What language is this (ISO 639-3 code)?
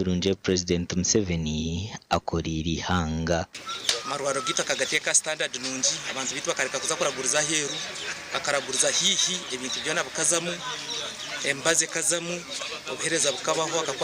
nyn